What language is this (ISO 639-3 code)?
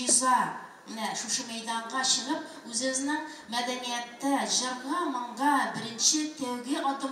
tat